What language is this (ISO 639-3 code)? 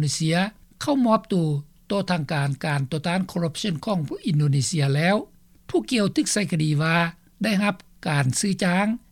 lao